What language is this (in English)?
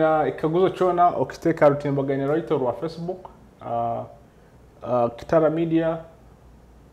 Nyoro